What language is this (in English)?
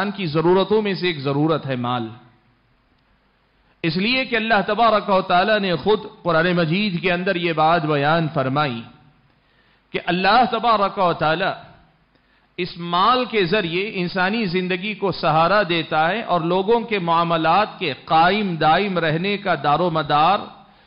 Urdu